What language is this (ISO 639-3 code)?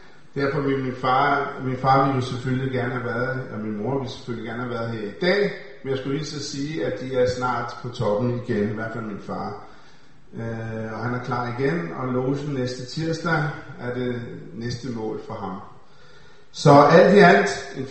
dan